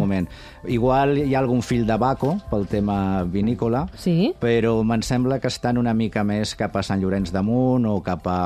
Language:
Catalan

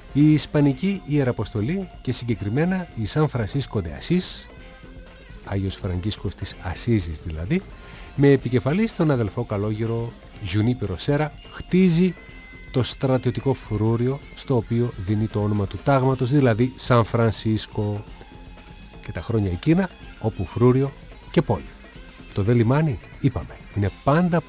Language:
Greek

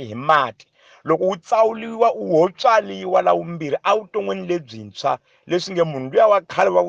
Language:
Tsonga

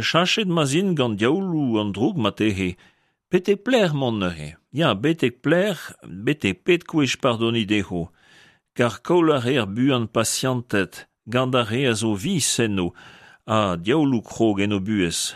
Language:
Breton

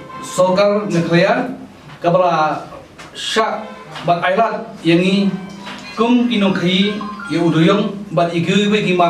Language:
Khasi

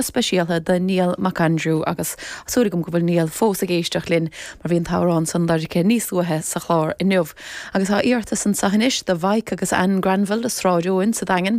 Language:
Irish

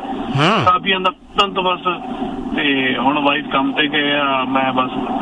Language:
Punjabi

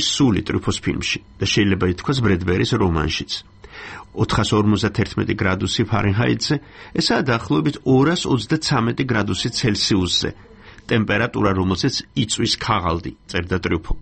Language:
Georgian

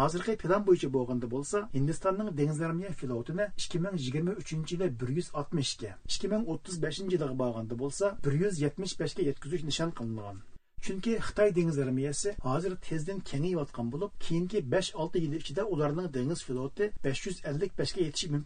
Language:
Uyghur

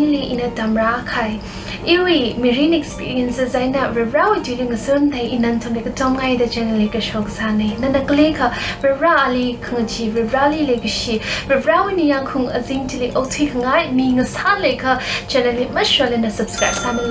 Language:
Tangkhul Naga (India)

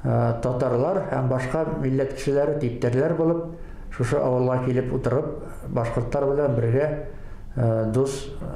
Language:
Bashkir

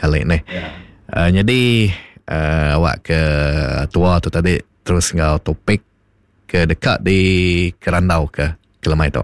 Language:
Iban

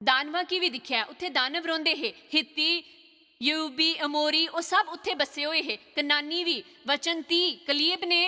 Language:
Dogri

